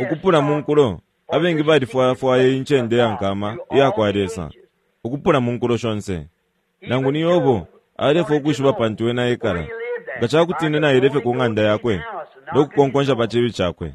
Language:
Bemba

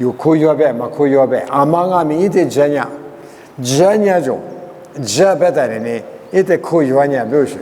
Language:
Lisu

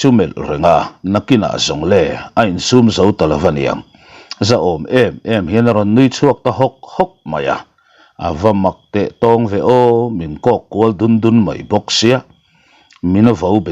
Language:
Mizo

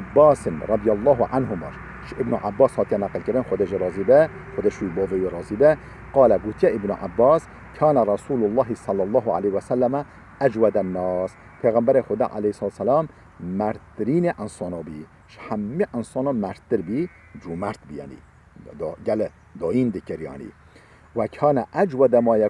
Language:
Kurdish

